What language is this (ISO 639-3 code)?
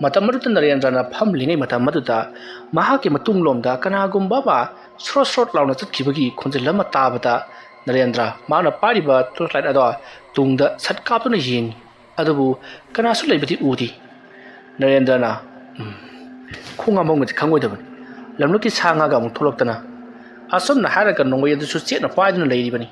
mni